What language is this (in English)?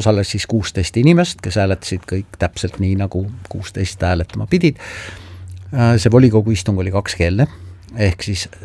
Estonian